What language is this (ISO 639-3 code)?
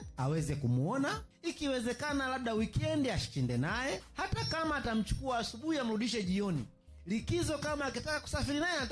swa